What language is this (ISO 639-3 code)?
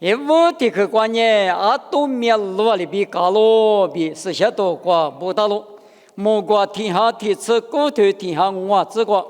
lis